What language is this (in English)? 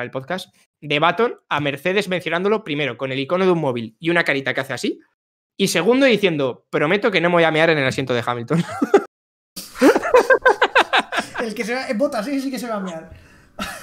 Spanish